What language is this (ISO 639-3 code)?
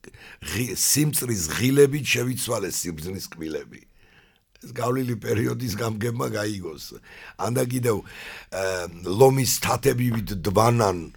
kat